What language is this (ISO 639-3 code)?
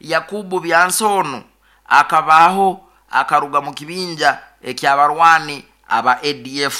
nyo